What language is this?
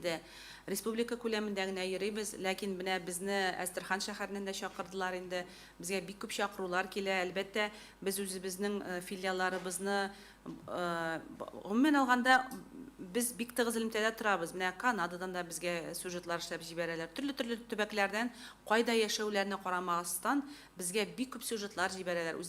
Tatar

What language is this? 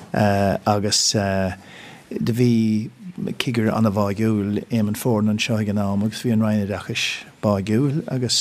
Irish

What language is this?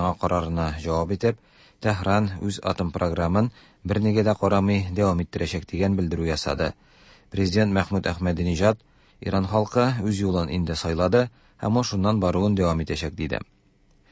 Tatar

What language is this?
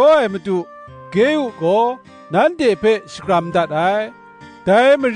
Kachin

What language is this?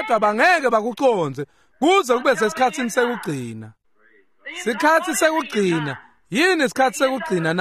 Swati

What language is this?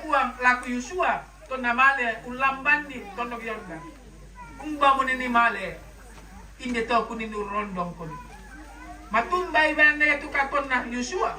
Toraja-Sa'dan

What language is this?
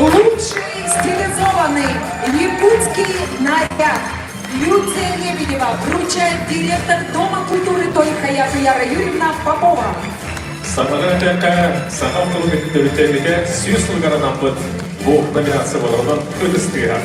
Yakut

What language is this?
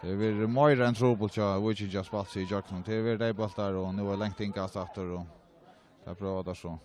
Faroese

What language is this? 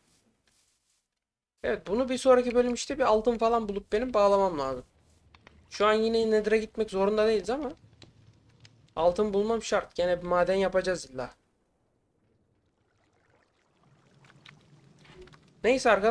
Turkish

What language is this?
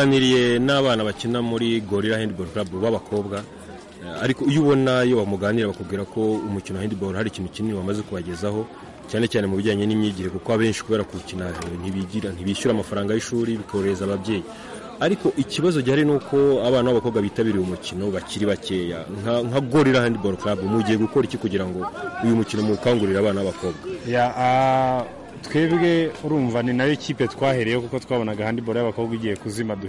Kinyarwanda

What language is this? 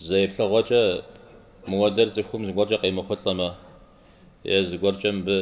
Kabardian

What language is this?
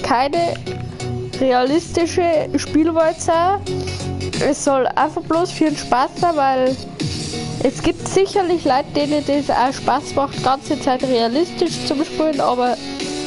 Bavarian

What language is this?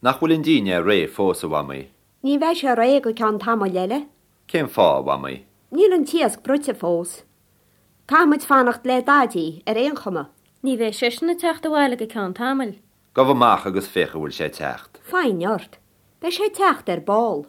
Irish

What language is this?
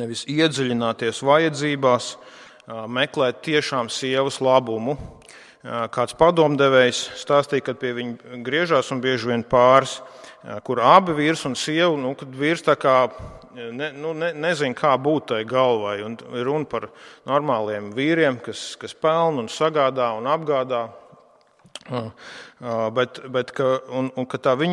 Latvian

